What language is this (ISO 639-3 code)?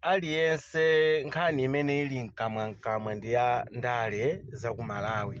nya